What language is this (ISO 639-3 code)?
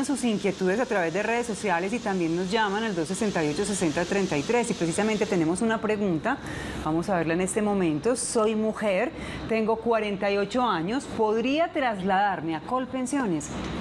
spa